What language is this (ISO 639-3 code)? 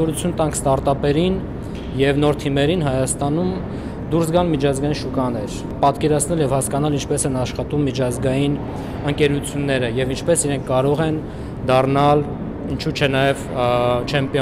hye